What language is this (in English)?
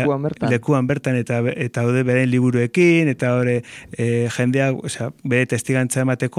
Basque